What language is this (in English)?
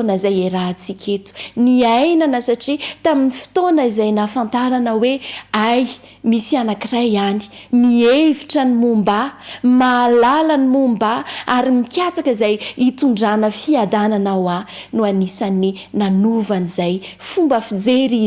Malagasy